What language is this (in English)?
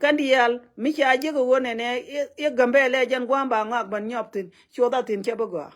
Nuer